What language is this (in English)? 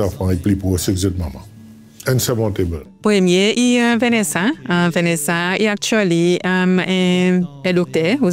Seselwa Creole French